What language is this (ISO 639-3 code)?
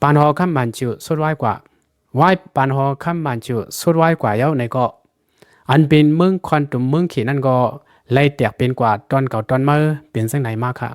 shn